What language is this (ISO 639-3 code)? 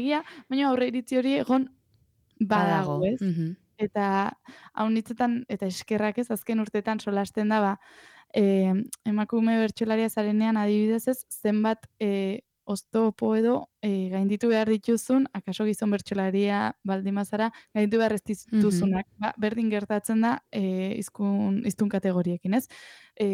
eus